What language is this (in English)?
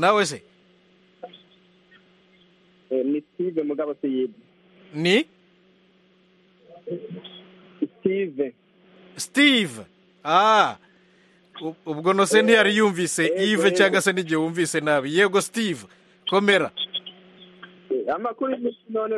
Kinyarwanda